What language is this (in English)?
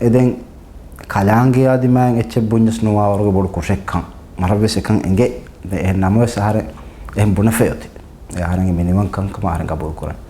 Divehi